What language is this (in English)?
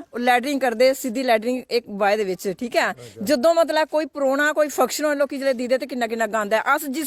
Dogri